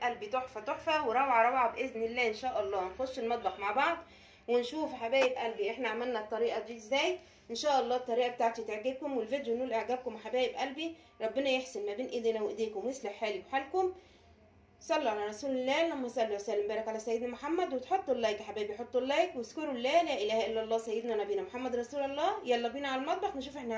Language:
Egyptian Arabic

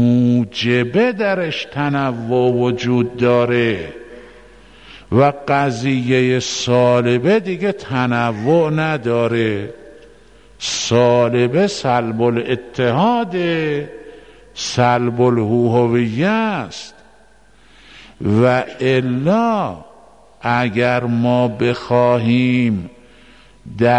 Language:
Persian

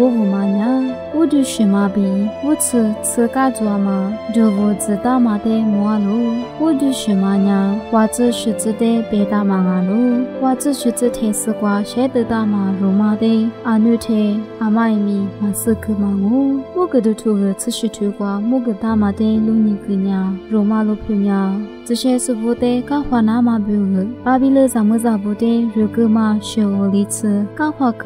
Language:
Lisu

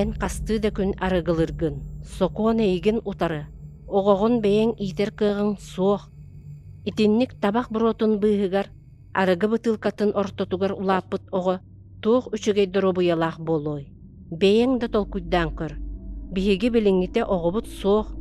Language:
Yakut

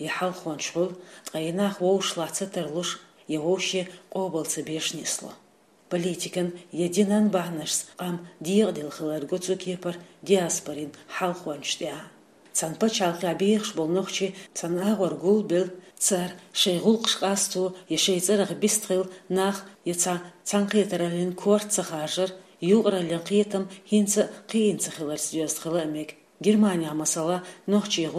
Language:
Chechen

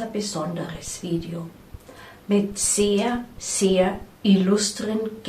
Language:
Bavarian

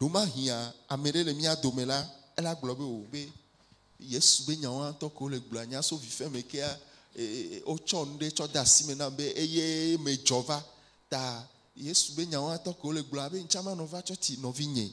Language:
Ewe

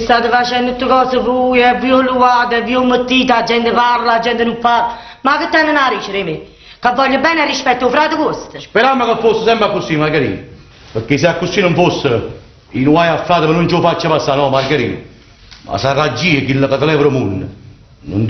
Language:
Neapolitan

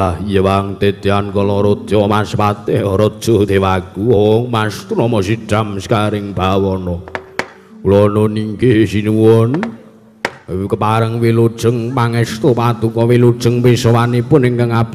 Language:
Javanese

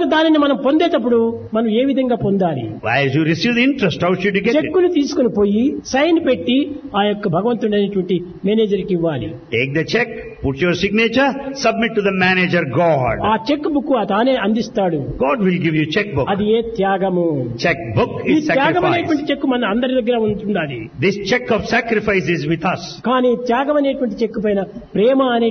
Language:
Telugu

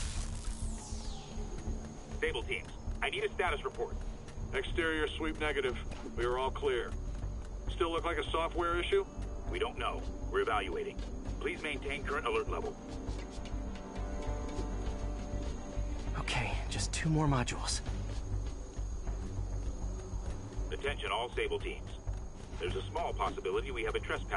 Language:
English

